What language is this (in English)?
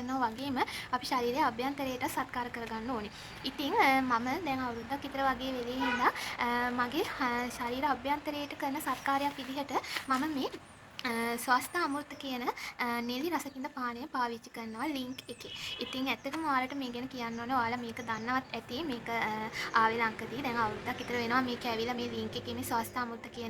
Sinhala